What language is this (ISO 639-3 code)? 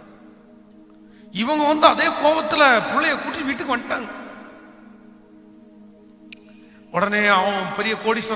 tam